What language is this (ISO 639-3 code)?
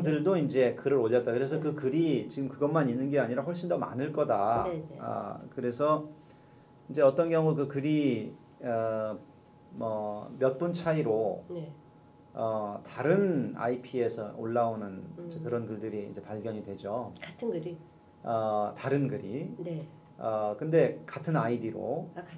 kor